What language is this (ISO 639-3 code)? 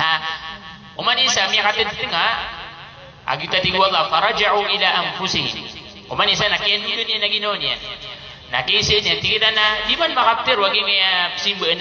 mrw